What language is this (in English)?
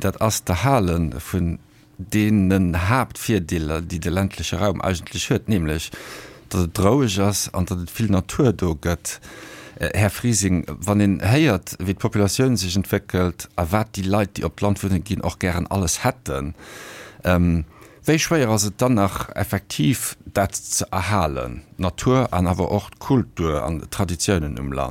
Luxembourgish